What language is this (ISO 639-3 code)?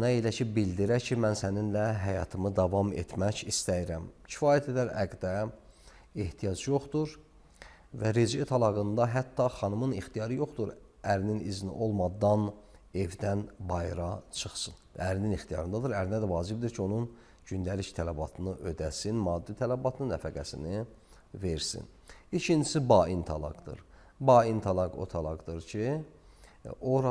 aze